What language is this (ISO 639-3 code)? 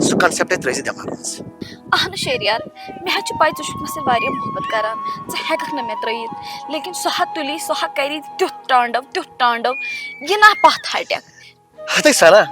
kas